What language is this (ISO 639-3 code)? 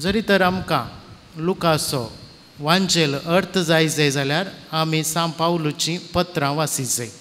kok